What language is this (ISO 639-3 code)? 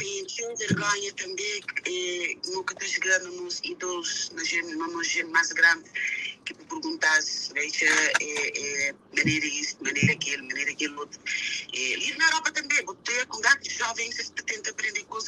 kea